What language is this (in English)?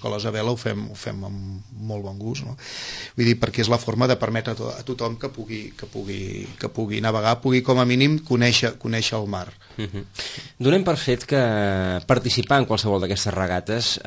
Catalan